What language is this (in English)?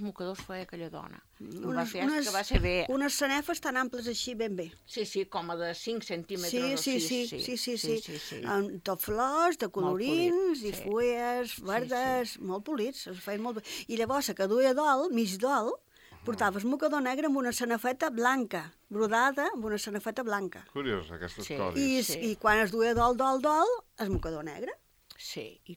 Catalan